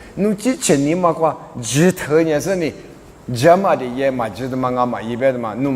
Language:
Lisu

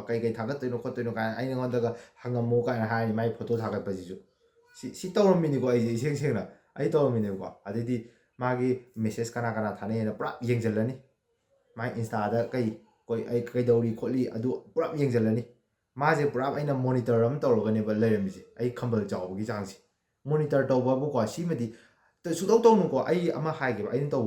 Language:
Manipuri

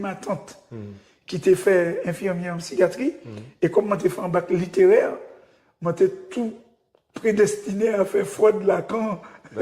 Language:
Guadeloupean Creole French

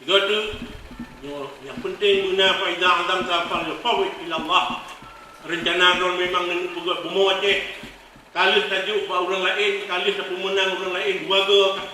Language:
Achinese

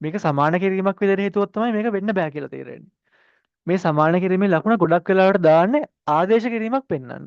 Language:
Sinhala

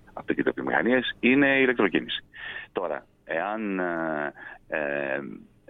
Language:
Greek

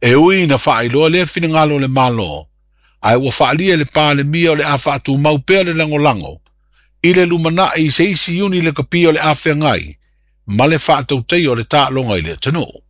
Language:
Samoan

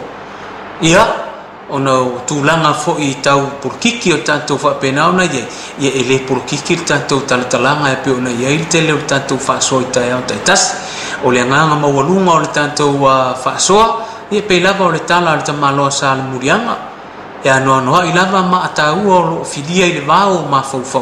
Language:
Samoan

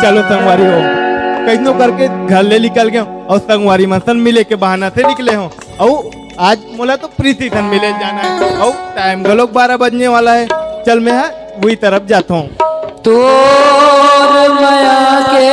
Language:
Chhattisgarhi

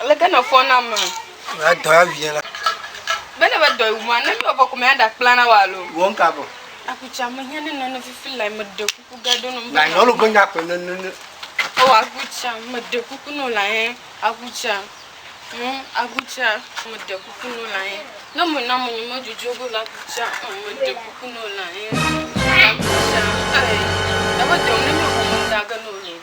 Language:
Ewe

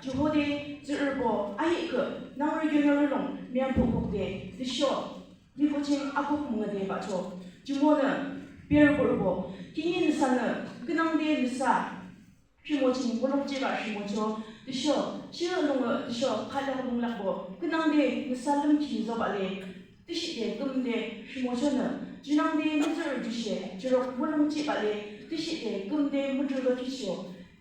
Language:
Yimchungru Naga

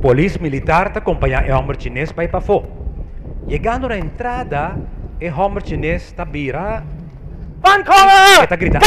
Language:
Papiamento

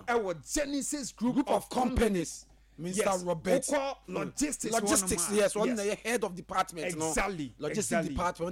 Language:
Akan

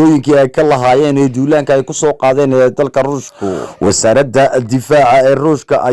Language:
Somali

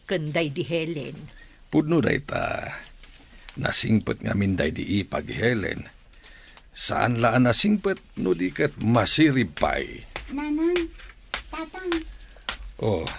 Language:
Iloko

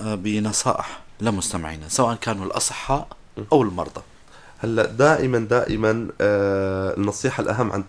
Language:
North Levantine Arabic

